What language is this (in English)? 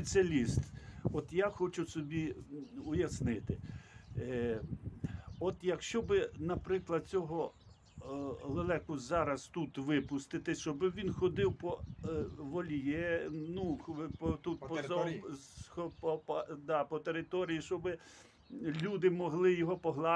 Ukrainian